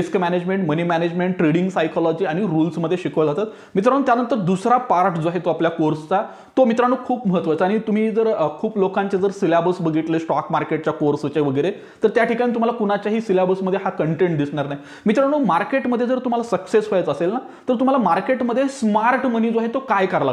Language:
Marathi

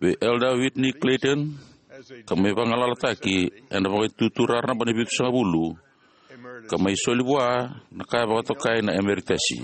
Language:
Fijian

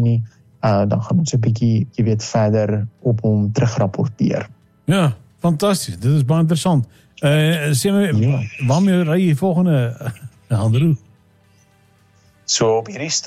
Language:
Afrikaans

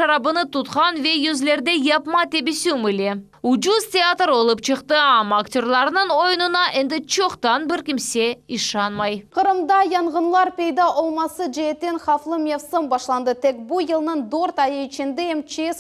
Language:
Crimean Tatar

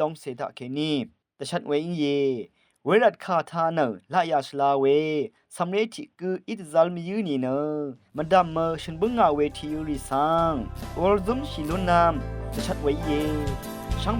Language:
Rawang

